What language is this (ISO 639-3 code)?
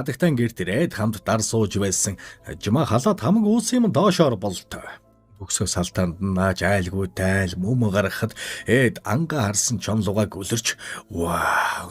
mon